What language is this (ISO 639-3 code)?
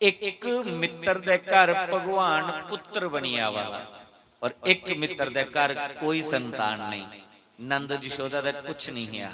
doi